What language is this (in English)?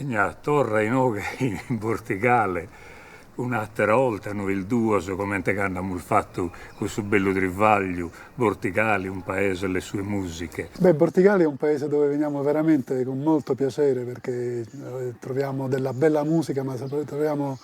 Sardinian